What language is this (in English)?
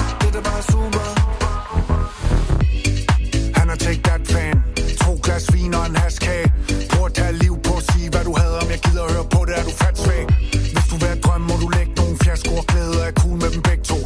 Danish